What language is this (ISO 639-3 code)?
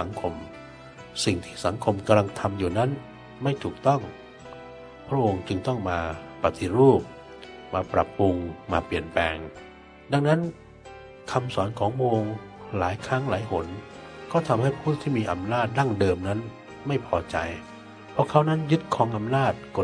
tha